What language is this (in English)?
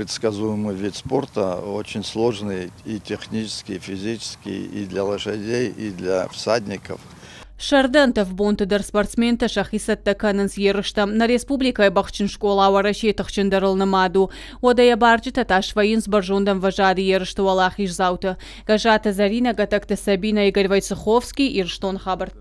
Ossetic